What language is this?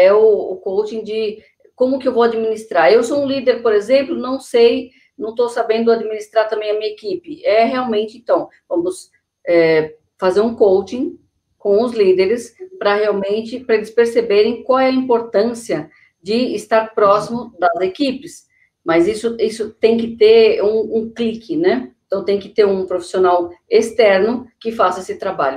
Portuguese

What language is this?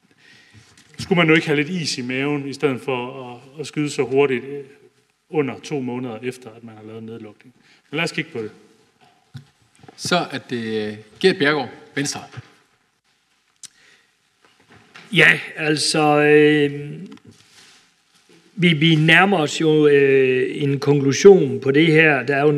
Danish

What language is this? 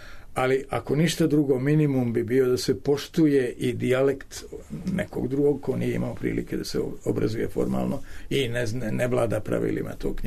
Serbian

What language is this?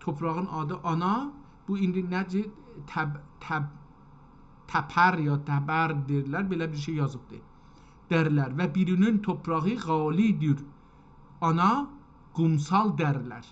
South Azerbaijani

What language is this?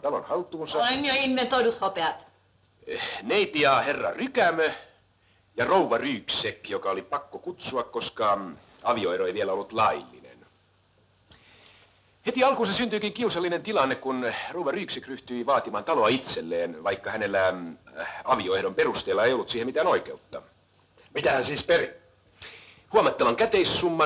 Finnish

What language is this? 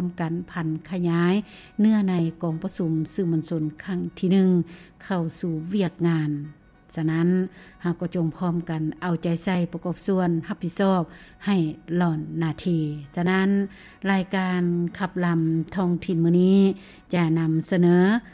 Lao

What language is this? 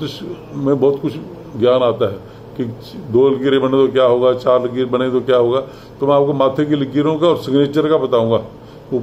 Hindi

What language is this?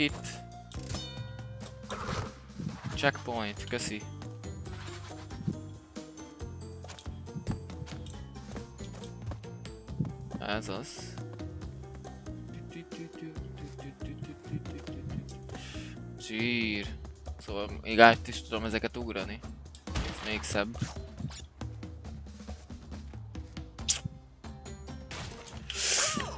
Hungarian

